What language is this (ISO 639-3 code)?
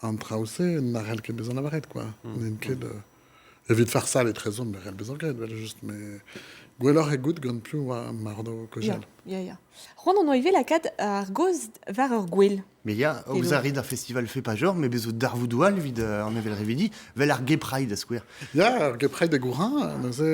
bre